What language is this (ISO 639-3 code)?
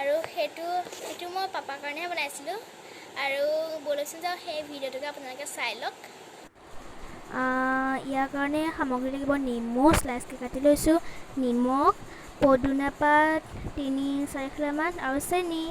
asm